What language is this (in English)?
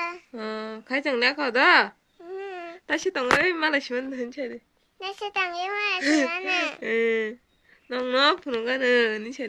Kok Borok